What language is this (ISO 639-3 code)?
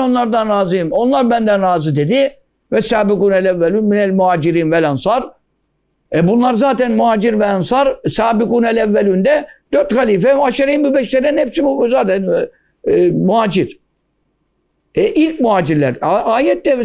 tur